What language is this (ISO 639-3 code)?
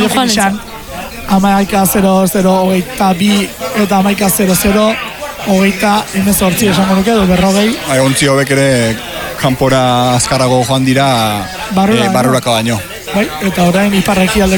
eus